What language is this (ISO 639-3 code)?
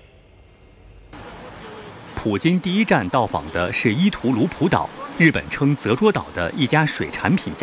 zho